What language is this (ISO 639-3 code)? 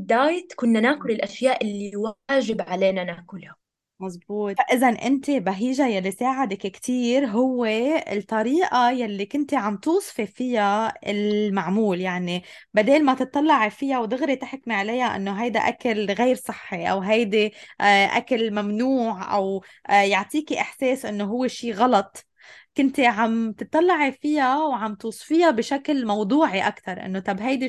apc